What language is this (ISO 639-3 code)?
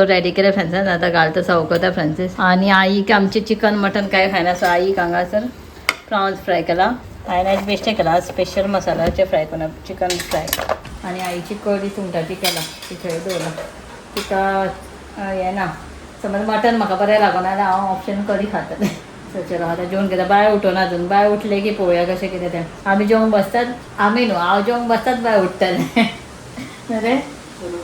kok